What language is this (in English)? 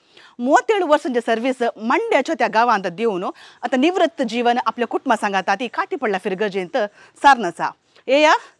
Konkani